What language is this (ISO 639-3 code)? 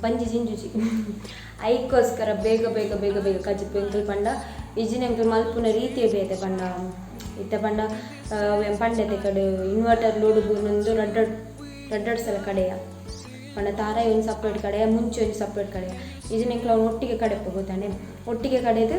tcy